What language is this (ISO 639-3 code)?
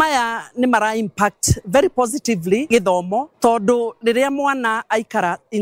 kik